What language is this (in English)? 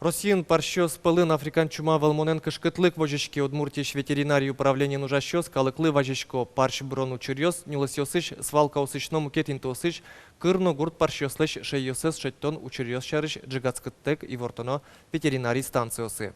Udmurt